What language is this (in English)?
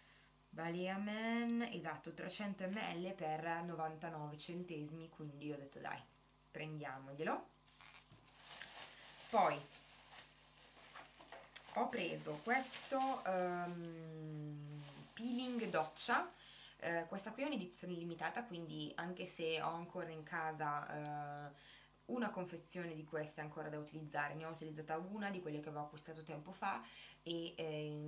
Italian